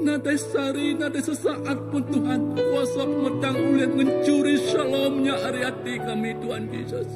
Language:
Iban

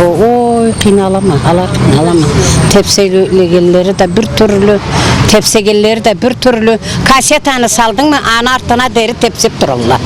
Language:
Karachay-Balkar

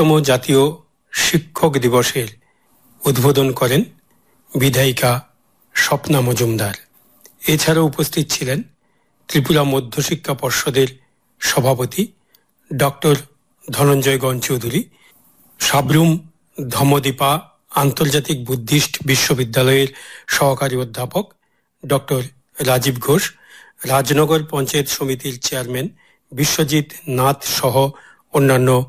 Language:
Bangla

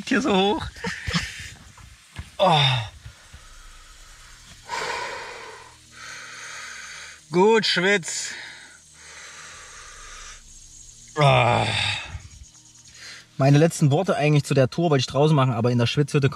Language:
German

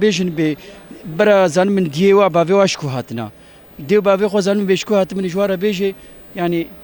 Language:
Kurdish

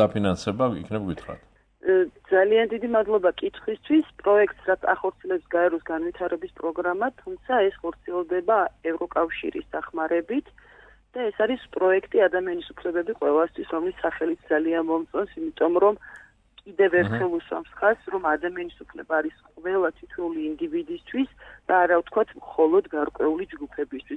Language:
Georgian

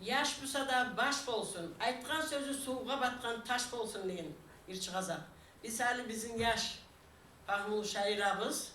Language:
Kumyk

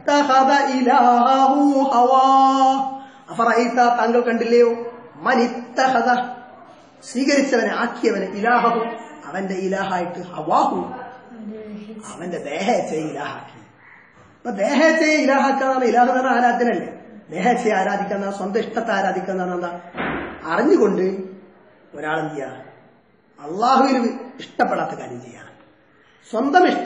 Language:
Malayalam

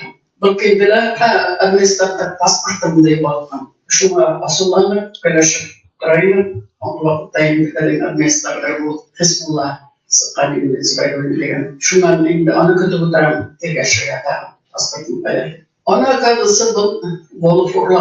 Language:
Bashkir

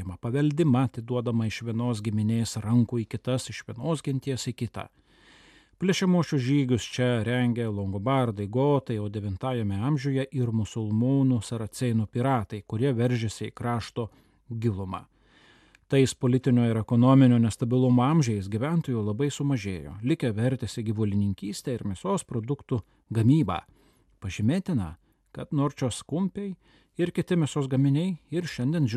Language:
Lithuanian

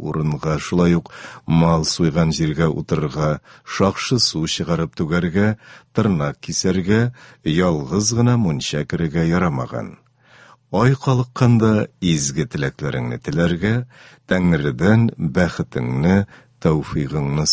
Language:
Tatar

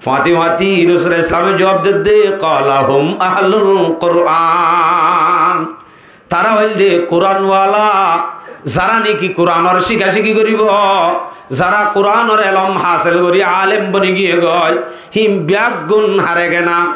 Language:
Rohingya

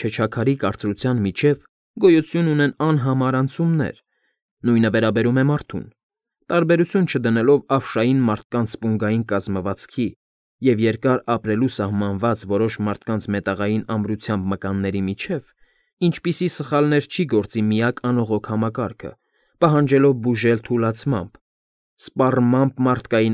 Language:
Armenian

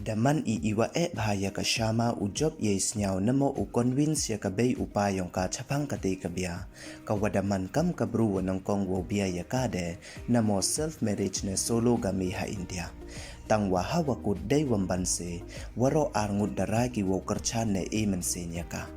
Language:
Pnar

